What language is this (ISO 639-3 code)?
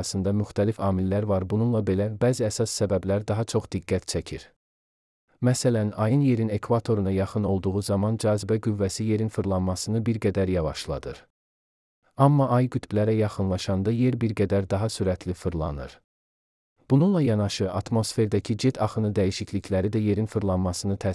aze